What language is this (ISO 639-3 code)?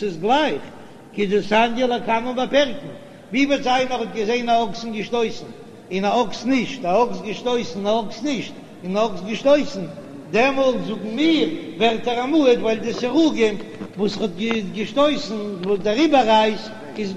yid